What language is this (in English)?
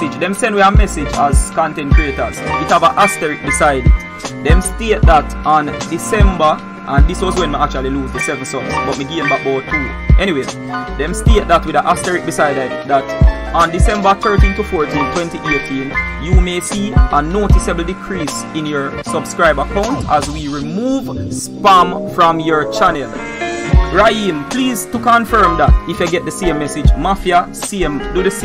Jamaican Creole English